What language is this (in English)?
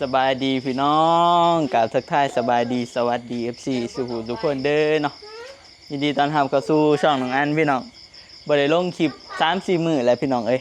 Northeastern Thai